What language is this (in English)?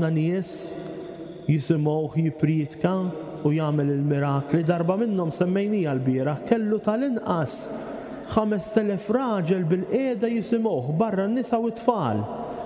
Maltese